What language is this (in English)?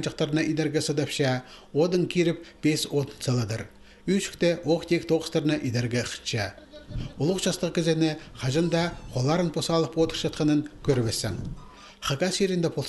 Khakas